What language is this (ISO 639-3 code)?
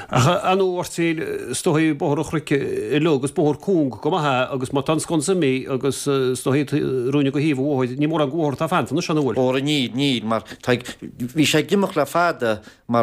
gle